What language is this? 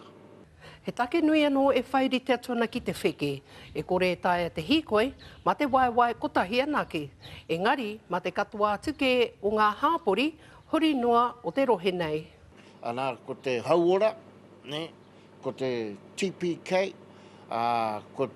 Māori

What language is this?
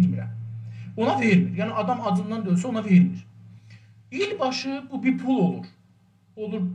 South Azerbaijani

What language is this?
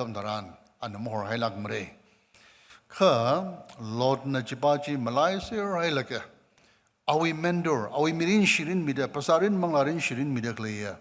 Tangkhul Naga (India)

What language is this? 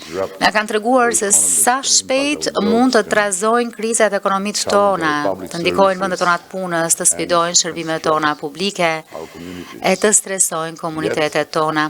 Albanian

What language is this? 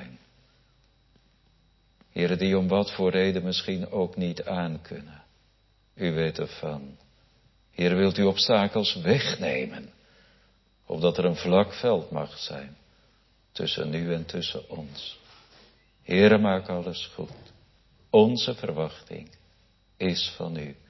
Dutch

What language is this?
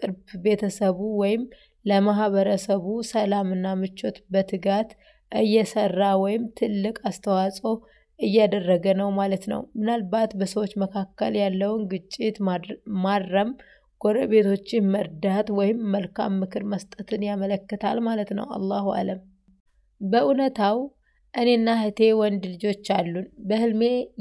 Amharic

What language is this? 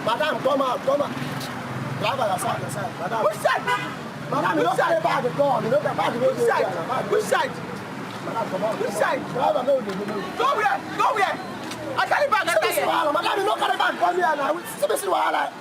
Nigerian Pidgin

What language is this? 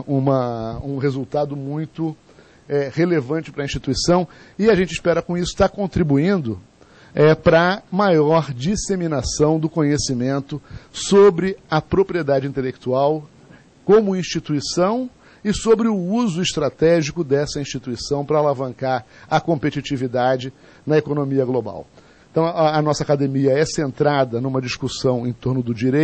Portuguese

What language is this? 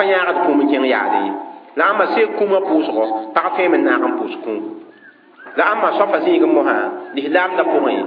Mossi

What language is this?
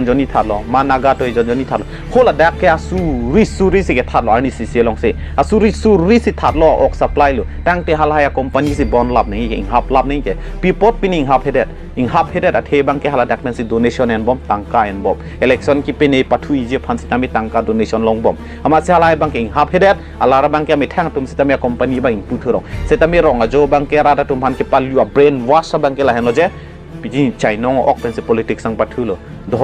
Karbi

